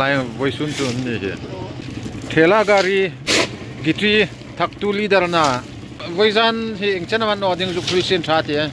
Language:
Hmar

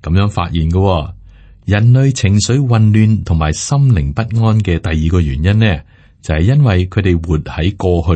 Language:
Cantonese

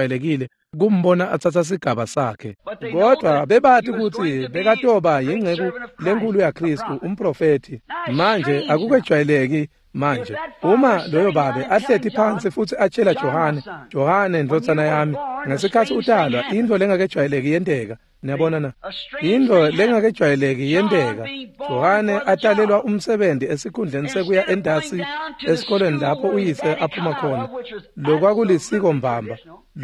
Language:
Swati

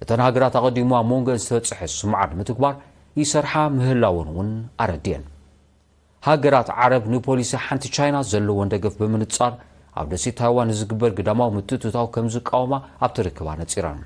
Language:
Tigrinya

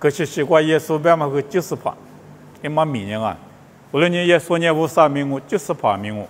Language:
Lisu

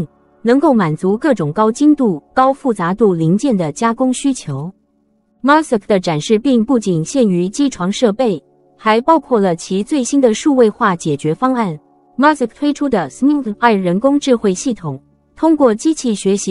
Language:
Chinese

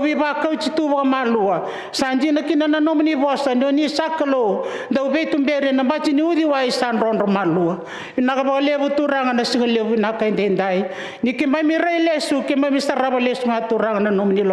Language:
Fijian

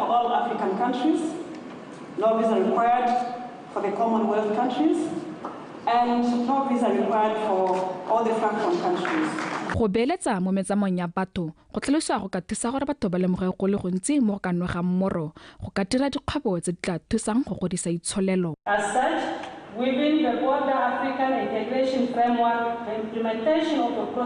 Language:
Tswana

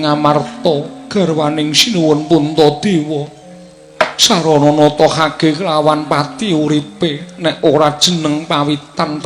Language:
Javanese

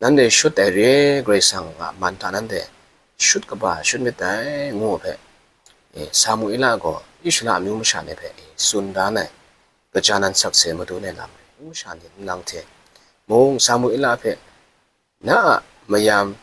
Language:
Kachin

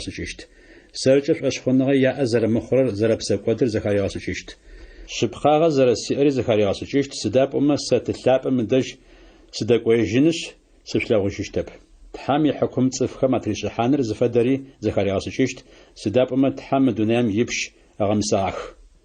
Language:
Adyghe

